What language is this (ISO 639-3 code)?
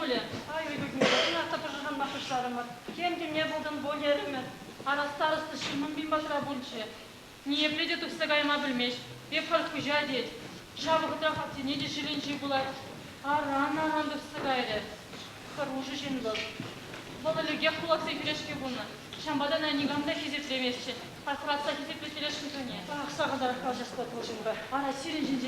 chv